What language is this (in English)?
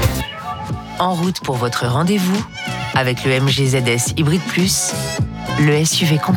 French